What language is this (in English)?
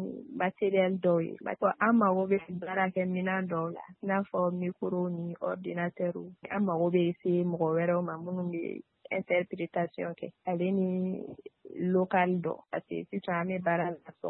Bambara